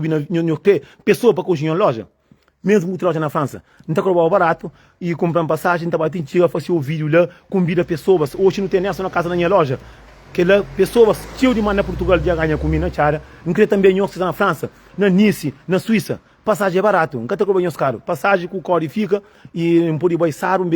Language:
Kabuverdianu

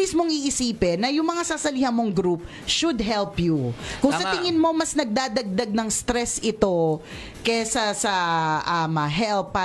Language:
Filipino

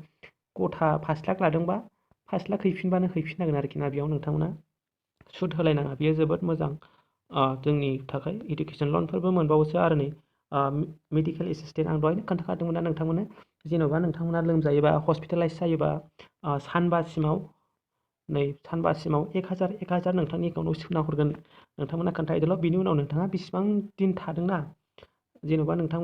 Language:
Bodo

